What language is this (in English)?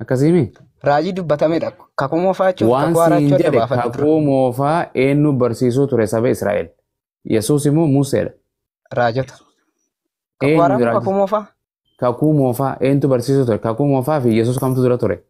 Oromo